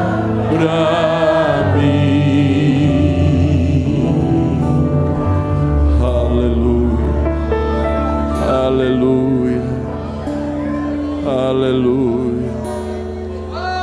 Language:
Portuguese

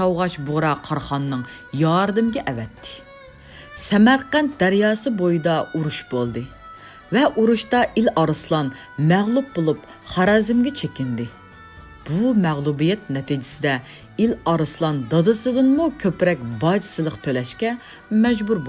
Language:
Uyghur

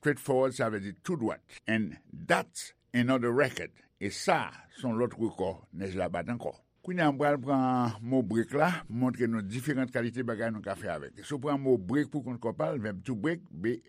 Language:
Haitian Creole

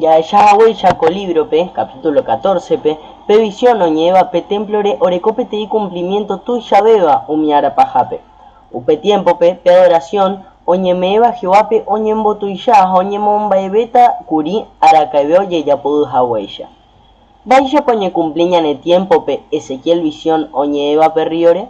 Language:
Guarani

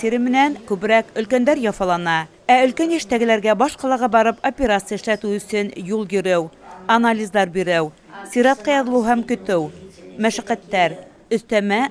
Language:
Bashkir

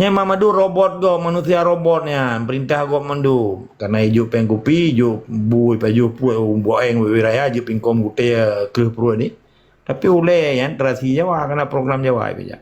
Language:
Achinese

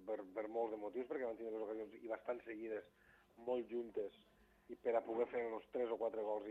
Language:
Catalan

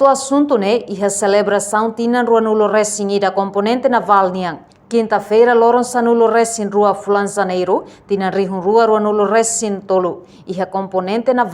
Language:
Tetum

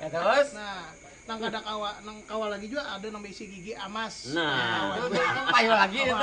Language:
Banjar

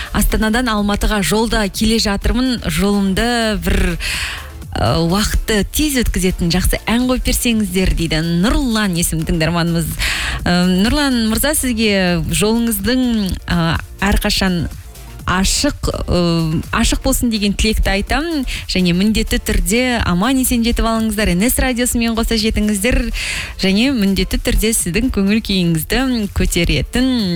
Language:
Kazakh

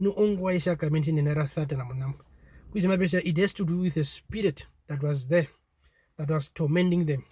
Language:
Herero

